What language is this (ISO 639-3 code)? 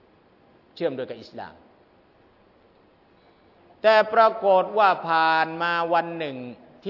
tha